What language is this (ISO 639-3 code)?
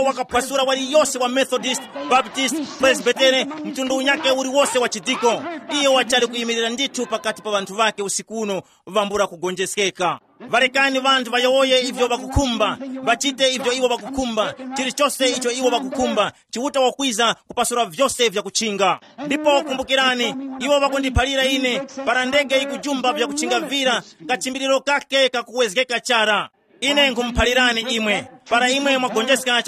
tum